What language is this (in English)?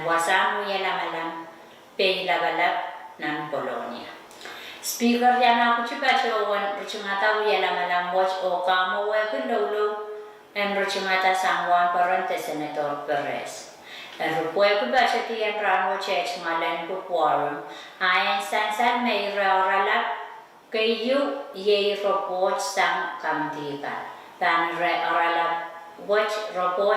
Pohnpeian